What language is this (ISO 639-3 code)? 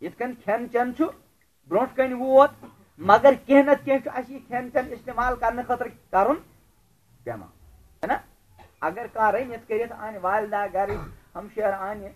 kas